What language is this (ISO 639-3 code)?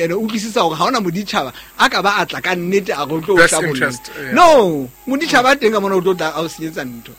sot